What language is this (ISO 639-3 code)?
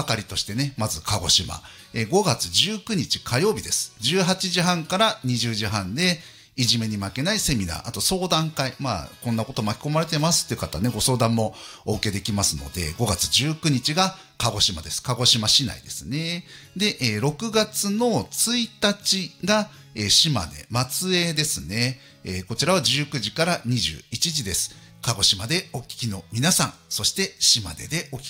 jpn